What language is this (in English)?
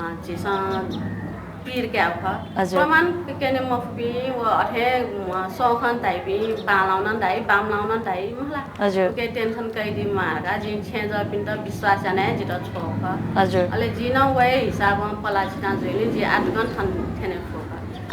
Newari